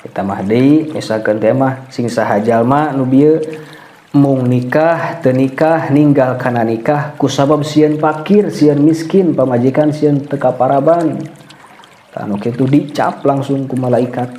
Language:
Sundanese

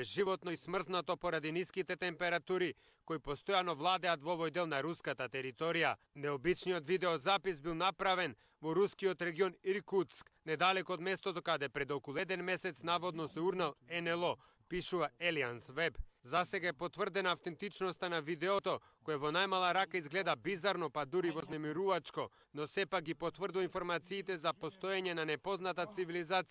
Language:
Macedonian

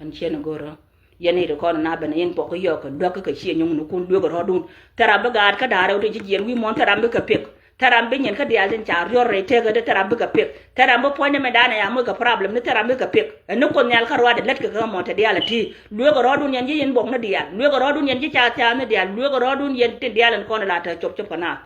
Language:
Nuer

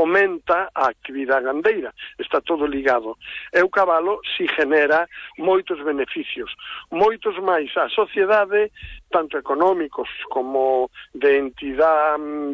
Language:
Galician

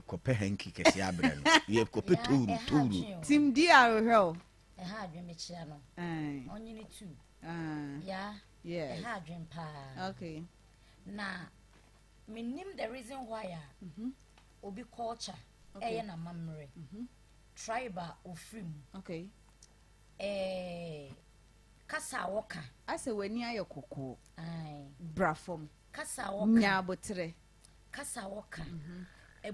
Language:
Akan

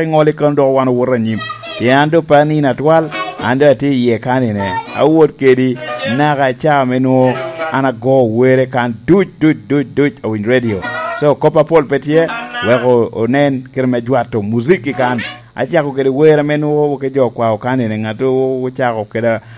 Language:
Lango (Uganda)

